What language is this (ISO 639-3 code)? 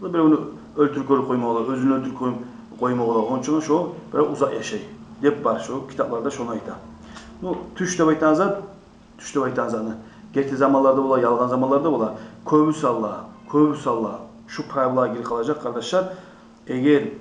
kum